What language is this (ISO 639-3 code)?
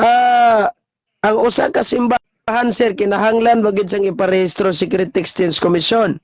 ceb